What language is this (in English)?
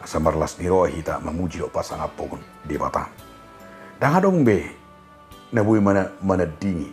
Batak Toba